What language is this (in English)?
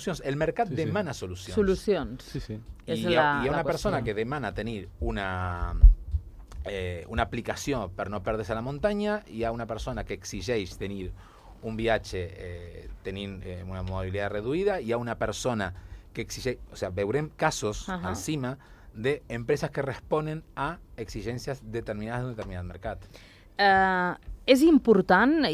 Catalan